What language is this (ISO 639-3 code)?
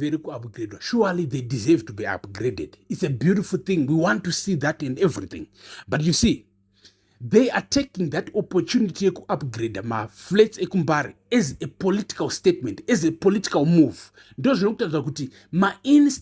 sna